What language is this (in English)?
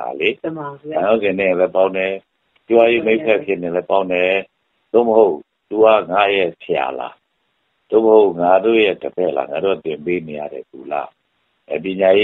Burmese